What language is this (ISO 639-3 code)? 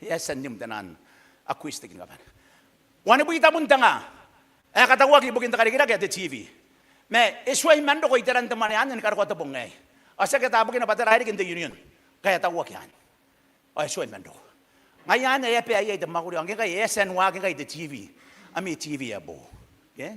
gil